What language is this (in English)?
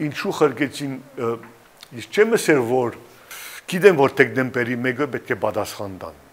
Western Armenian